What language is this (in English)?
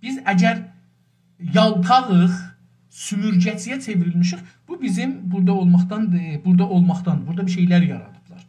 South Azerbaijani